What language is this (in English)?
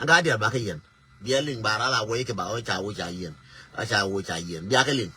Nuer